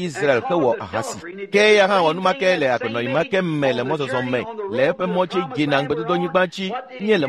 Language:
Ewe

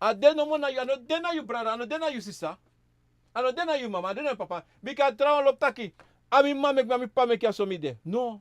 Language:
Sranan Tongo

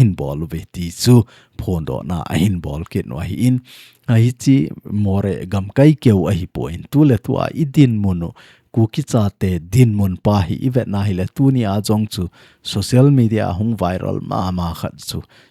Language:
Thado Chin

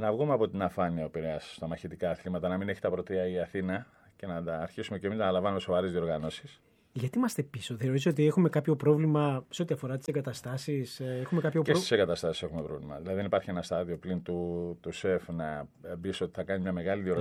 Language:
Greek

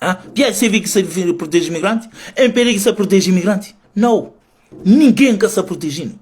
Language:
Kabuverdianu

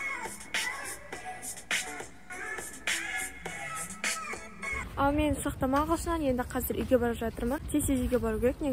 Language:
Kazakh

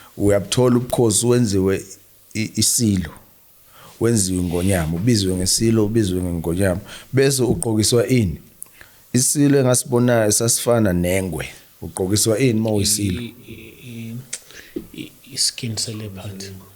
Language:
Zulu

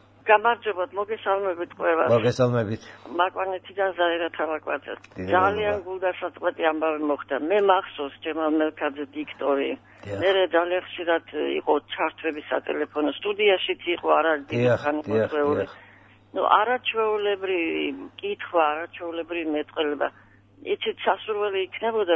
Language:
Georgian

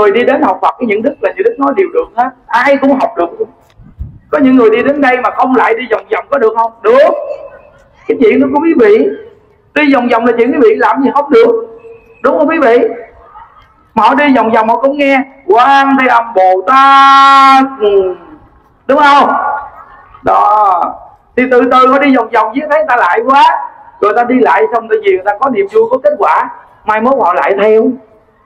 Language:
Vietnamese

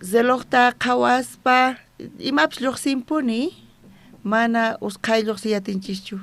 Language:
South Bolivian Quechua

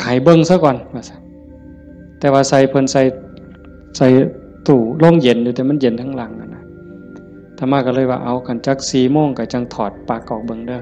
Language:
Northeastern Thai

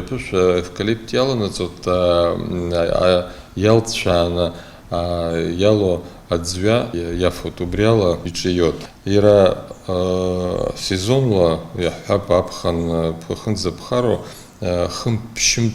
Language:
Abkhazian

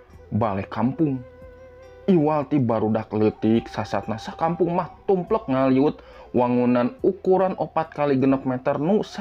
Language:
Sundanese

